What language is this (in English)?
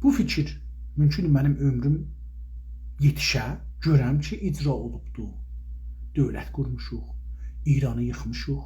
South Azerbaijani